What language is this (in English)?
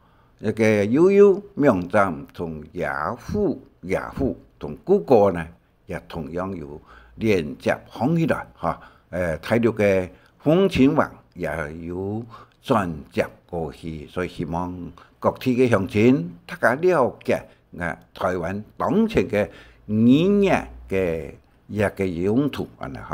Hakka Chinese